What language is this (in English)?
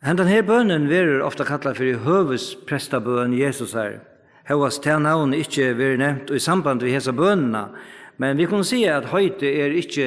Faroese